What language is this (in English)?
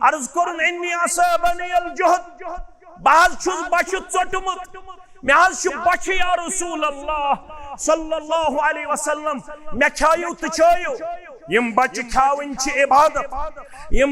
Kashmiri